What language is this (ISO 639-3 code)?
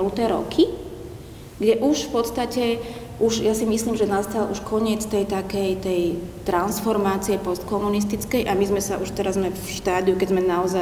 slk